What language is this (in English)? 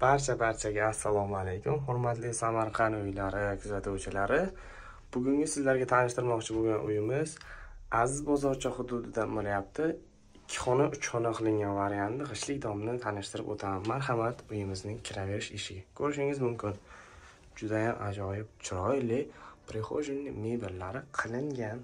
Uzbek